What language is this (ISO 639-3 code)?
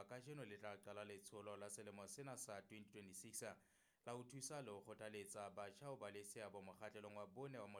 sot